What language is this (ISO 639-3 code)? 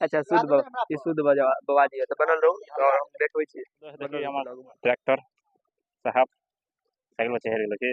mai